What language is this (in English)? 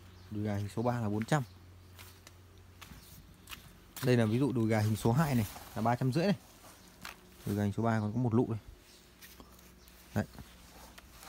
Vietnamese